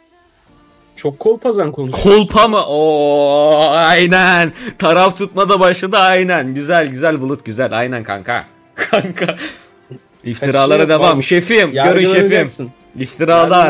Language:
Turkish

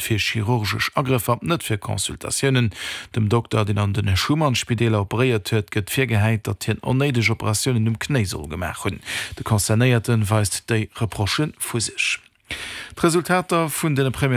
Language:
Luxembourgish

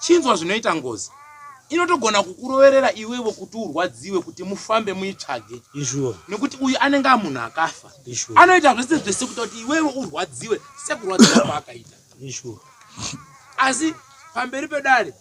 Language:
Shona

